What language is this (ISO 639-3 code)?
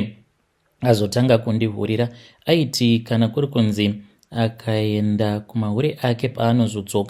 sna